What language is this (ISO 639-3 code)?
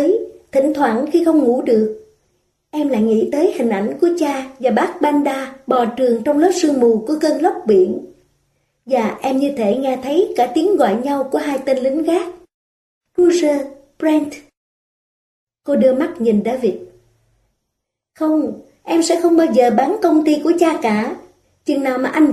vie